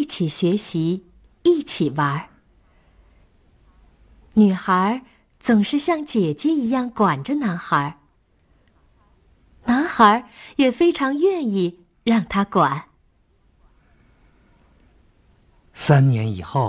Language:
Chinese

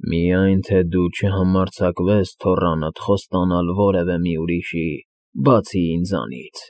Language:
Armenian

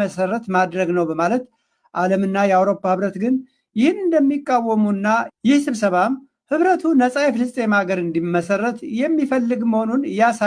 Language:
Amharic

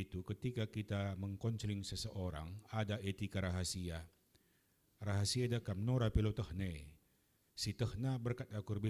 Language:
Batak Karo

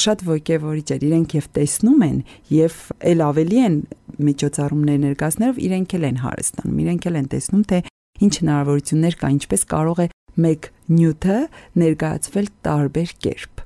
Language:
Armenian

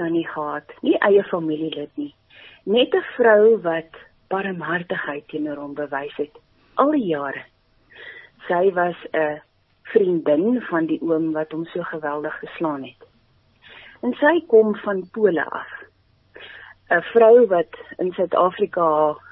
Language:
Afrikaans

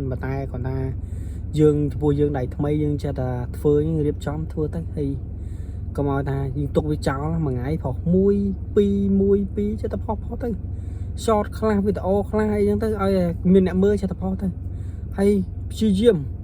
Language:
Khmer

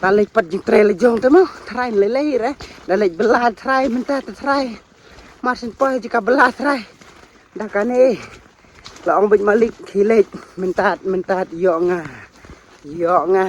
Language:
Khasi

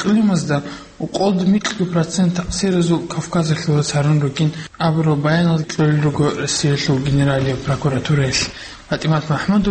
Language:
Avaric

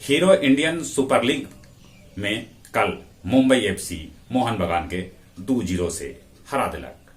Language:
Magahi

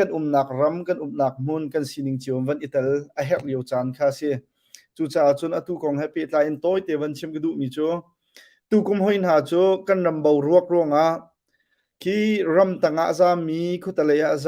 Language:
Hakha Chin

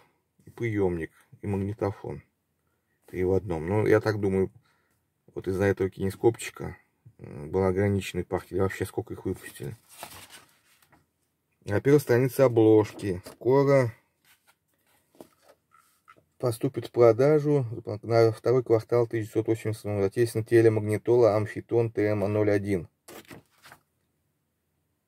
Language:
Russian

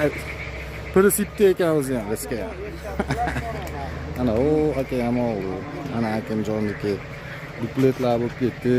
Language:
Uzbek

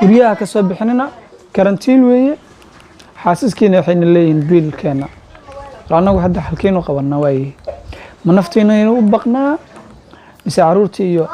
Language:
Somali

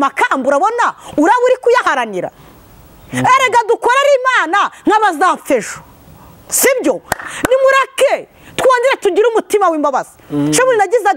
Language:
Kinyarwanda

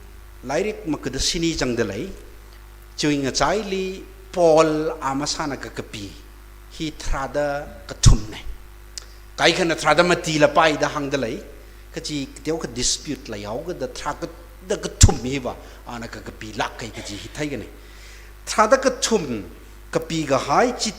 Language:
Tangkhul Naga (India)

